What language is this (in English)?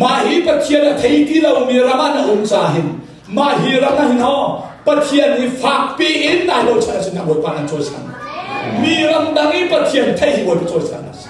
Hakha Chin